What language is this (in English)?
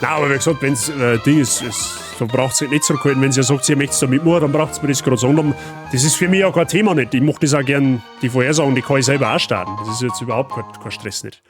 Bavarian